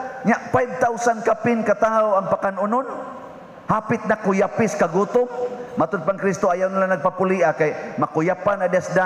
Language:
Cebuano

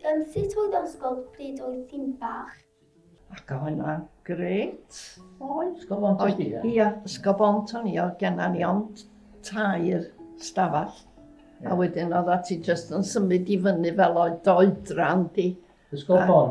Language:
Welsh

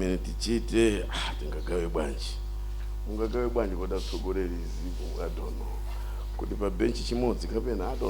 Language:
Nyanja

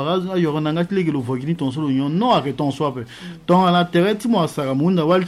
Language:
Sango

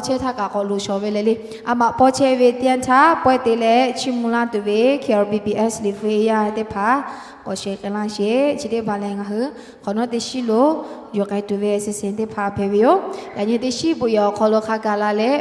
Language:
Lahu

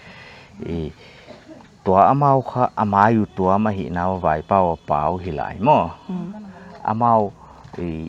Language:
Paite Chin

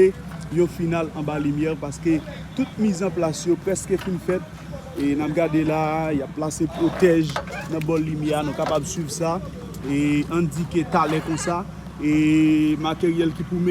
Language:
Haitian Creole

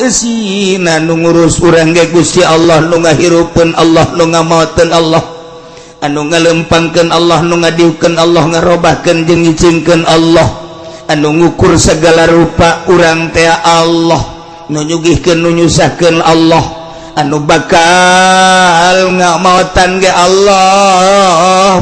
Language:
Sundanese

